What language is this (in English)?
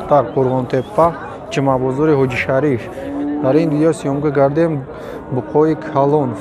Tajik